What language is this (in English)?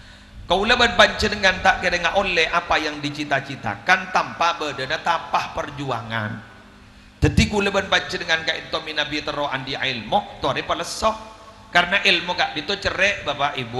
Madurese